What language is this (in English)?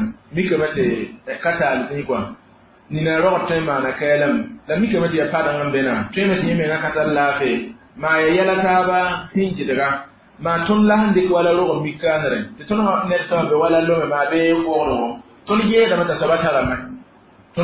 Mossi